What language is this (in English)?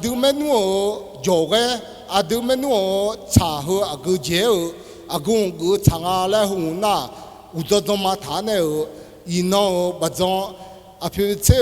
Akha